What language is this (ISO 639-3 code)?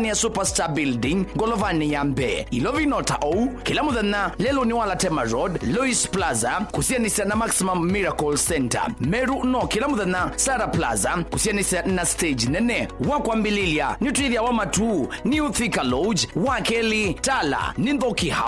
kam